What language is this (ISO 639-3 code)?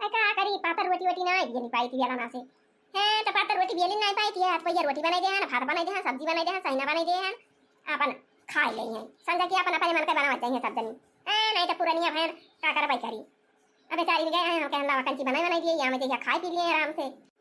awa